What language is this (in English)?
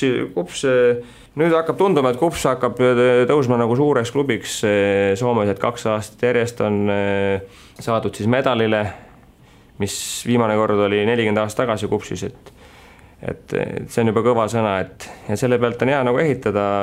Estonian